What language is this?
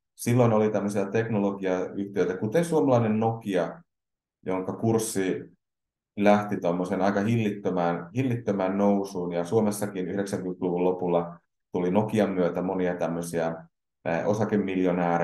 Finnish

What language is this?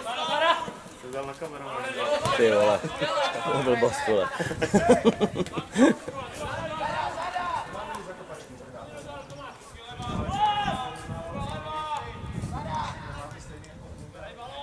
Czech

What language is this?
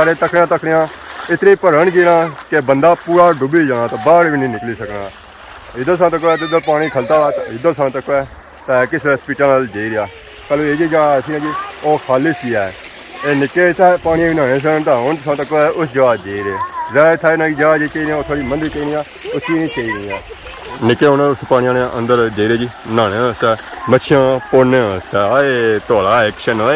Pahari-Potwari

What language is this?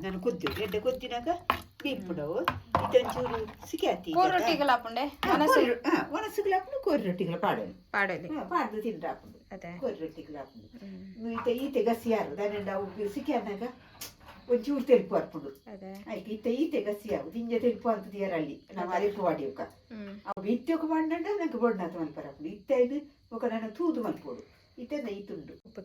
Tulu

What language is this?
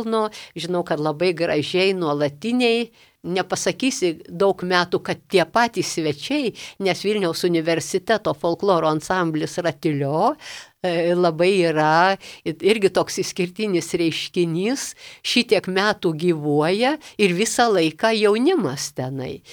Lithuanian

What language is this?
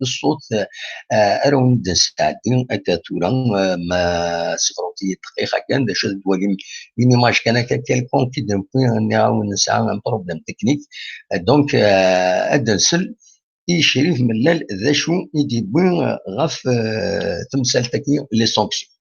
Kabyle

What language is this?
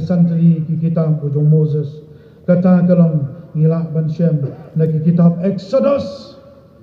Khasi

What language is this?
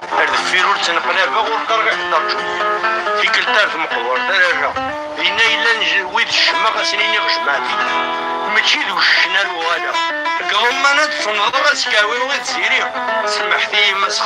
Kabyle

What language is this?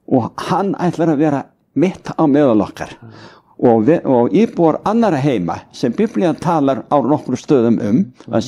Icelandic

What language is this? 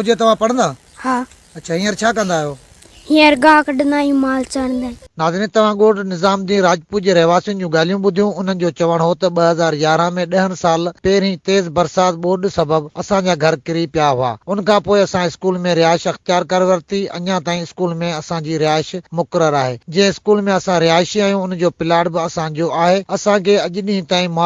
Sindhi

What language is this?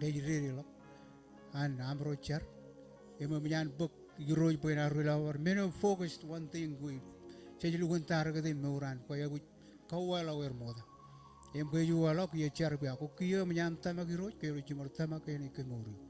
Marshallese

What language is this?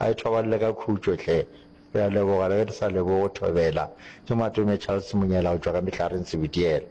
Northern Sotho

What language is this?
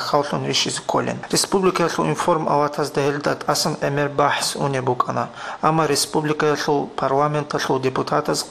Avaric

